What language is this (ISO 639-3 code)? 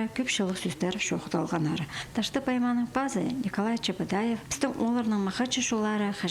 kjh